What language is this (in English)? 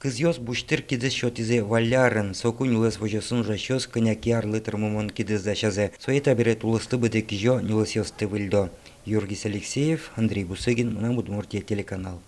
Udmurt